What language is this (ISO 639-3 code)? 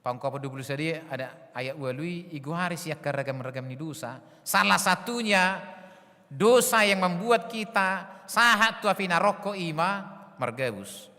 bbc